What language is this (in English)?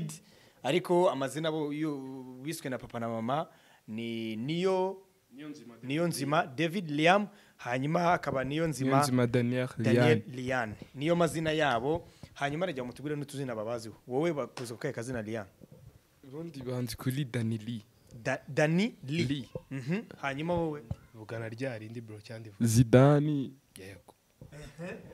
Kinyarwanda